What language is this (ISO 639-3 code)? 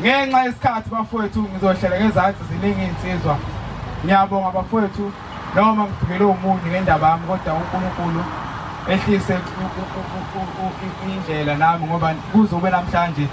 zul